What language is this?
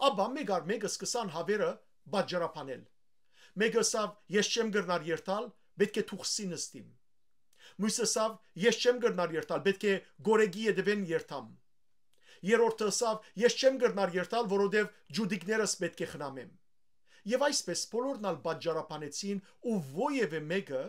Western Armenian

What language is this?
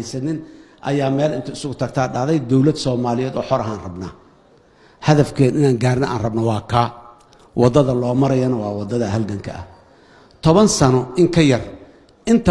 Somali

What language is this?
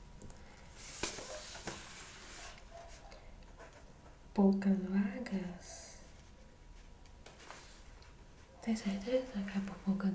Portuguese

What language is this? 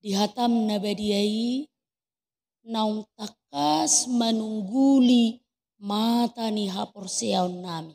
Batak Toba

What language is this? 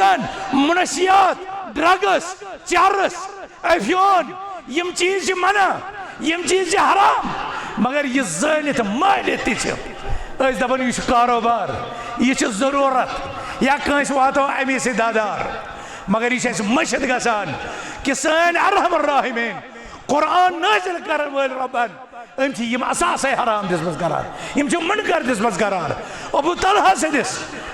Kashmiri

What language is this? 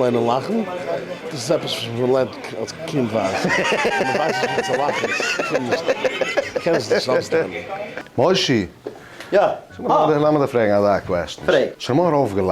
Yiddish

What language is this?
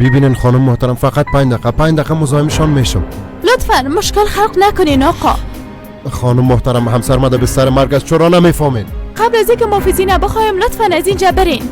Persian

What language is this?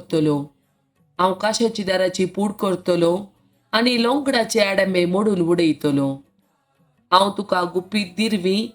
Konkani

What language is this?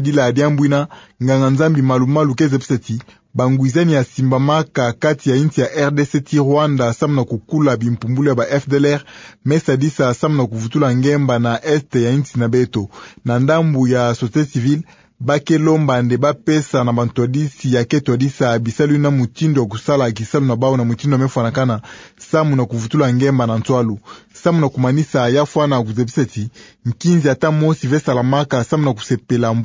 Kituba (Democratic Republic of Congo)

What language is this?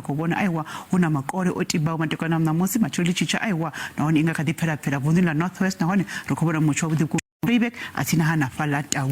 Venda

